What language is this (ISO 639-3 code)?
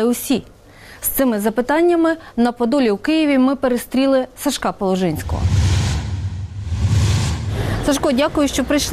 ukr